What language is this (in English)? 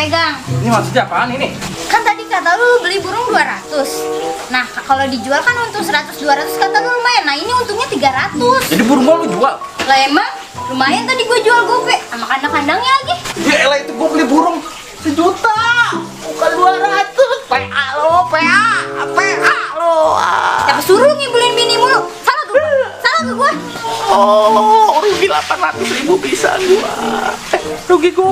Betawi